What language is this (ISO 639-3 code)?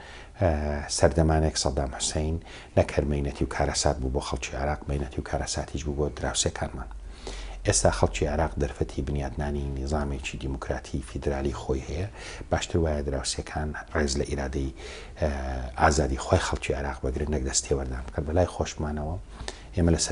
ckb